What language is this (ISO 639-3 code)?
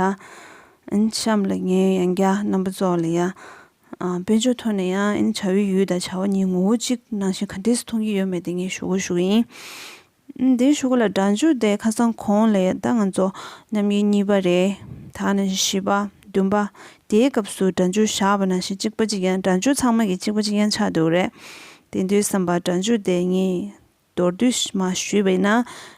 bod